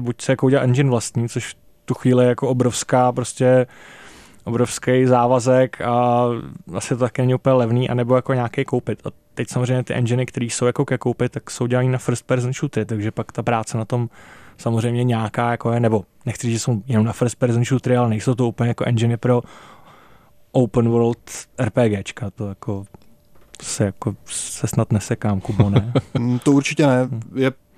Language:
Czech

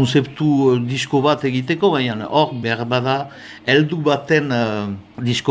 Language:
Basque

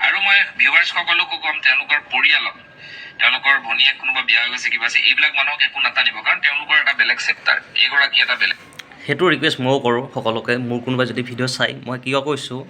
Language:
Assamese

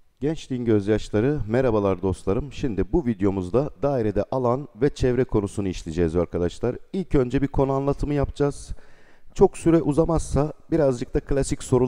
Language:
Turkish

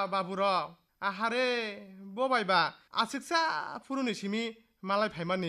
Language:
Kok Borok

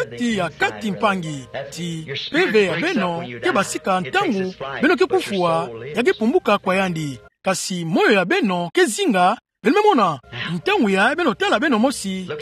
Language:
Kituba (Democratic Republic of Congo)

